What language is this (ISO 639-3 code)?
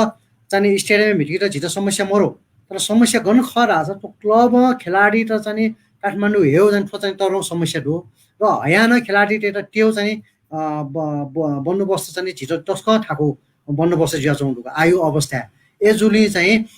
new